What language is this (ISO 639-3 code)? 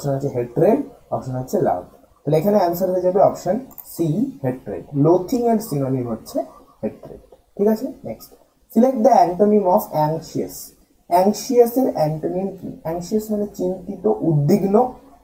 ben